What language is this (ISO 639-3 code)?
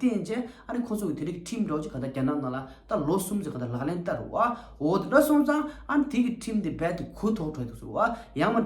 bod